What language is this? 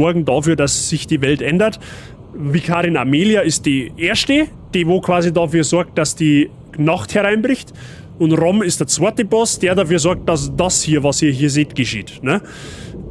Bavarian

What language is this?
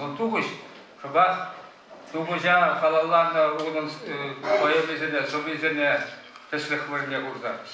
Chuvash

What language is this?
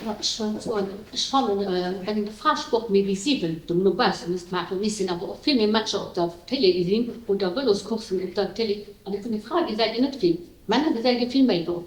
Luxembourgish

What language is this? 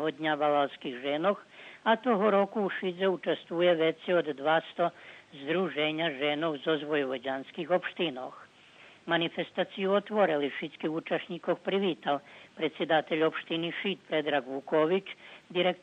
Rusyn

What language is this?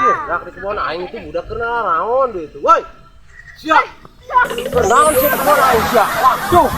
Sundanese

